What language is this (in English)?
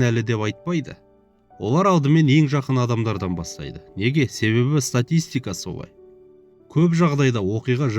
Kazakh